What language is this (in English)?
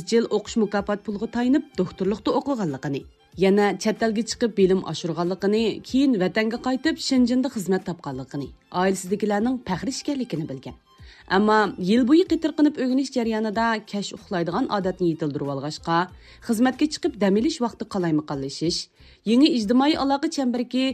Uyghur